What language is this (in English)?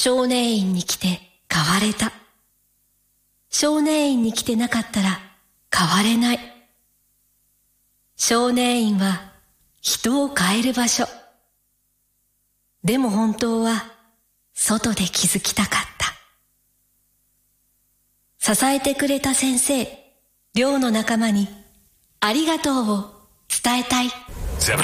Japanese